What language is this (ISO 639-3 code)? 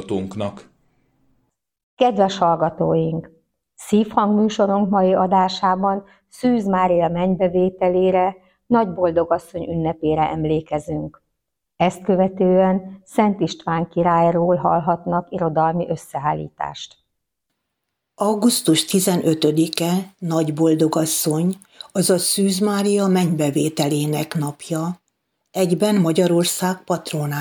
hun